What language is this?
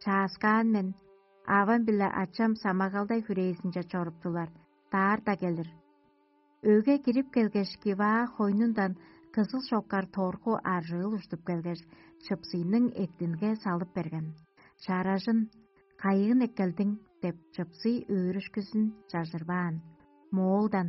Tuvinian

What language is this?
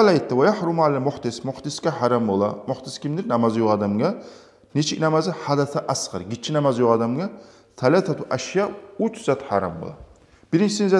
Kumyk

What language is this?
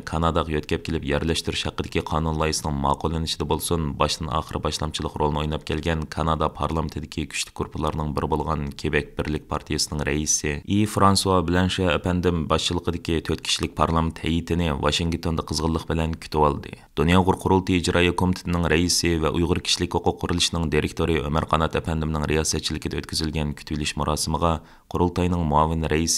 Uyghur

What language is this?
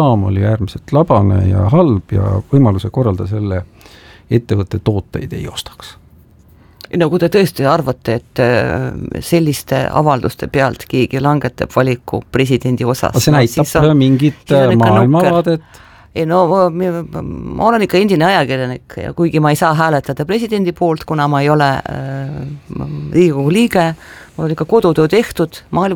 Estonian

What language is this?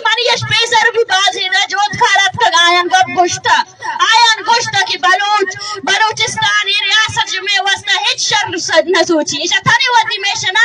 Baluchi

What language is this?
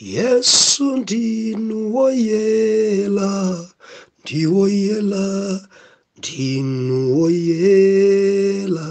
Nyanja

